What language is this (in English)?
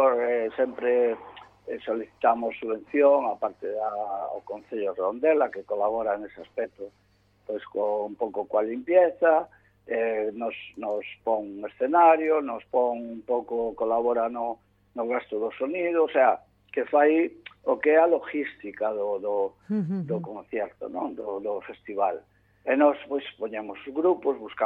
Galician